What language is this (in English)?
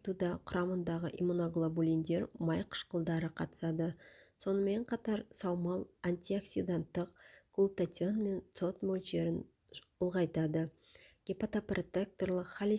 Kazakh